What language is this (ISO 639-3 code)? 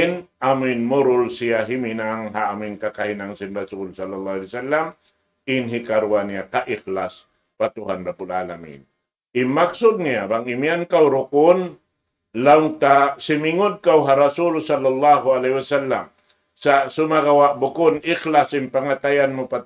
tsg